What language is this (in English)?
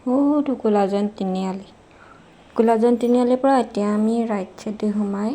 Assamese